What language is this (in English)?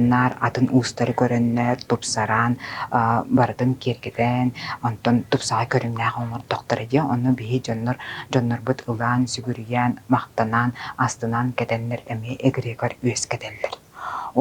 Yakut